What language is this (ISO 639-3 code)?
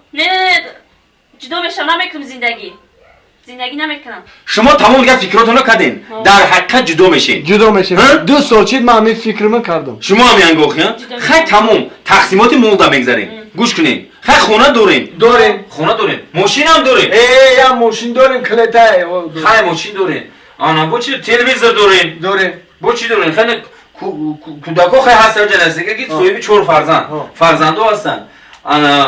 tgk